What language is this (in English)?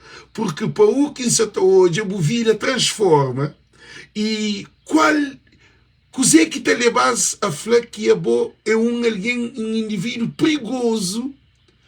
Kabuverdianu